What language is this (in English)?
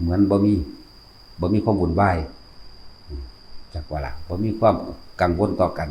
Northeastern Thai